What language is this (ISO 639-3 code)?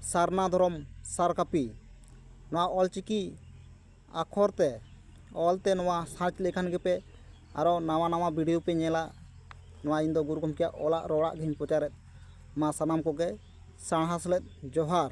sat